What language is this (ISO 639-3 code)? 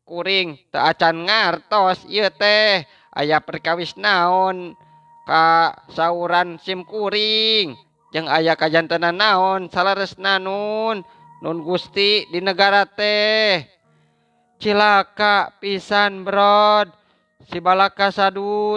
sun